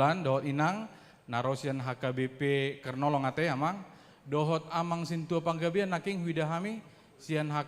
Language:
Batak Toba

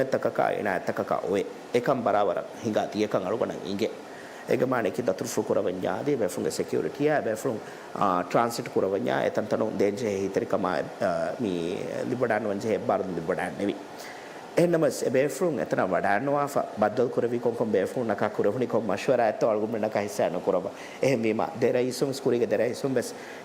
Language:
Divehi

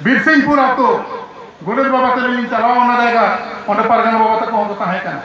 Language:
Santali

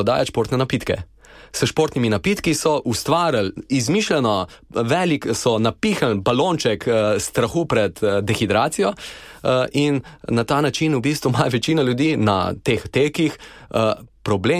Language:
Slovenian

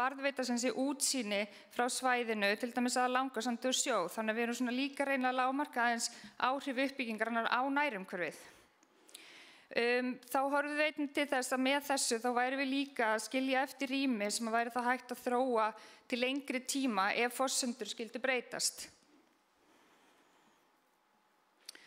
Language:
Icelandic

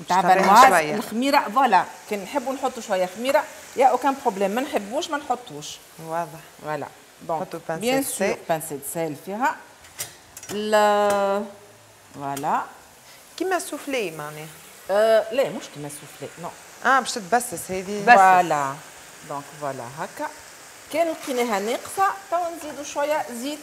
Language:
Tunisian Arabic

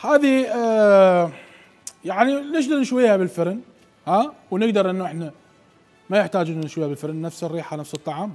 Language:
Mesopotamian Arabic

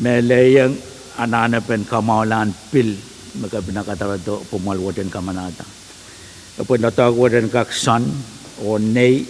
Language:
Pohnpeian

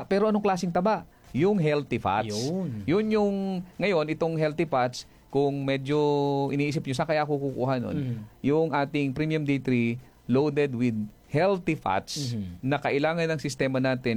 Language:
Filipino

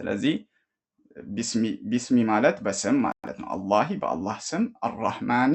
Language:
Amharic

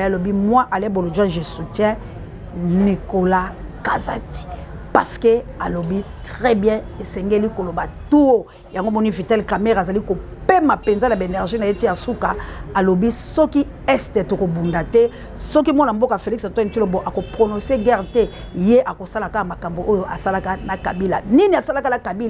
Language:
Lingala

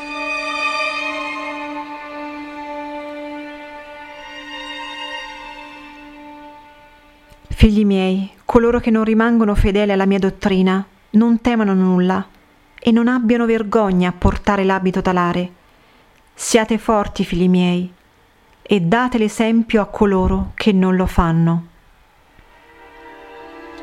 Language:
Italian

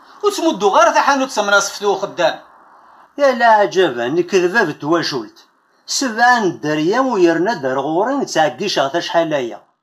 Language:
Kabyle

